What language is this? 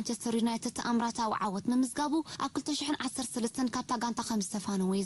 Tigrinya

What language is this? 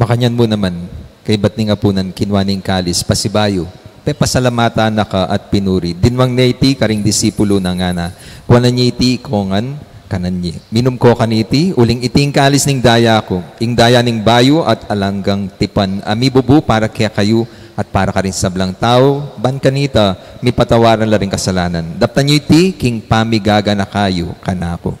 Pampanga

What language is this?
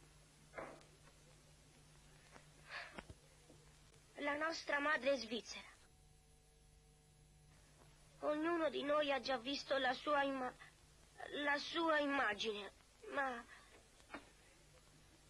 Italian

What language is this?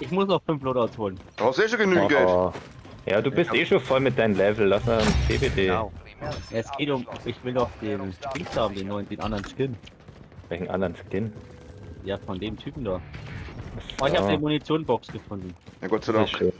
Bavarian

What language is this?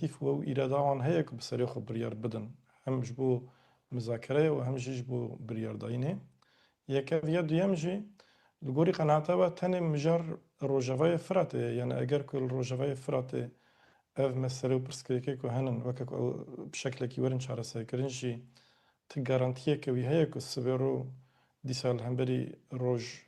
Kurdish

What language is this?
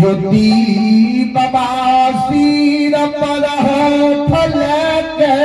Maithili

